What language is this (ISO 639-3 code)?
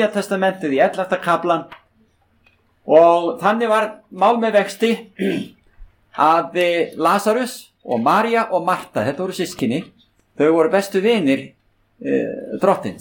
isl